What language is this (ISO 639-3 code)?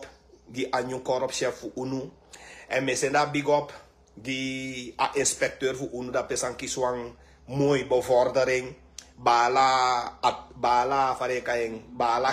srn